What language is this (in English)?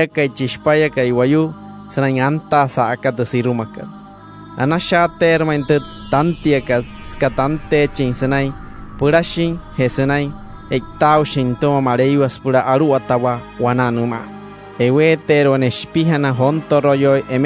Wayuu